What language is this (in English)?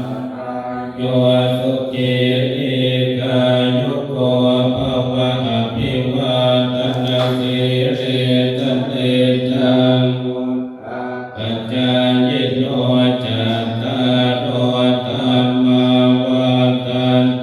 Pali